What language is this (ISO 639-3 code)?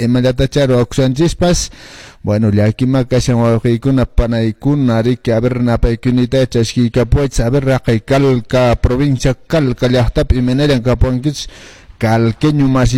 que